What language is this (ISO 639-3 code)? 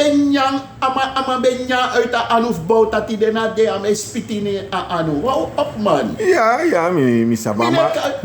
srn